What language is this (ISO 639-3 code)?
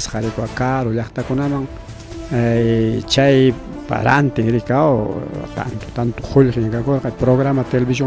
quy